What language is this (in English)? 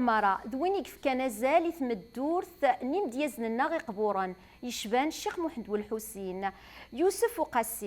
Kabyle